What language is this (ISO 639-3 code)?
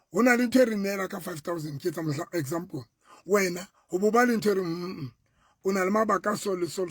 sot